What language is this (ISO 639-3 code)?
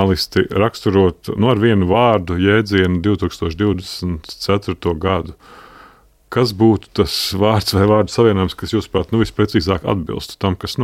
lav